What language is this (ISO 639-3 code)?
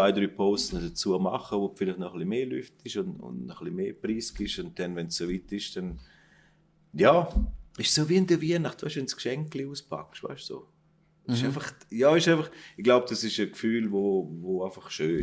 gsw